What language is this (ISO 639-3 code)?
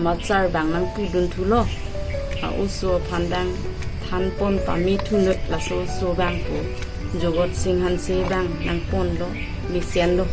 mjw